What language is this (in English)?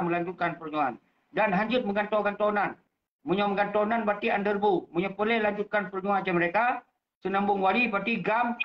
Achinese